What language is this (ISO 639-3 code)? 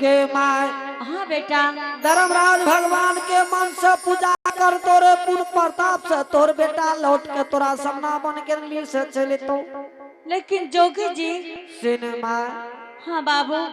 anp